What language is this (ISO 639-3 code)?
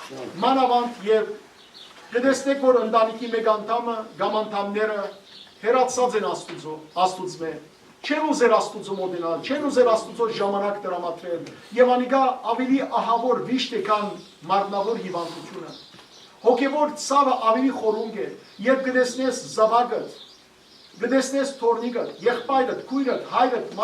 hyw